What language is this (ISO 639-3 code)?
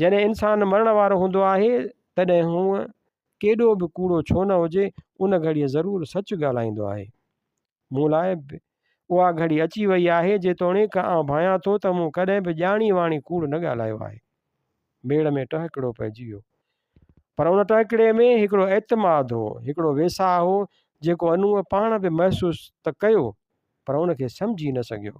snd